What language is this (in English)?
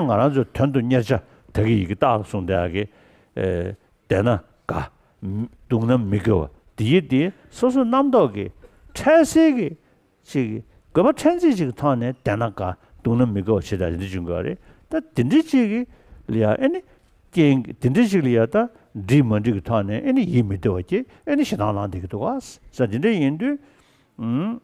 Tibetan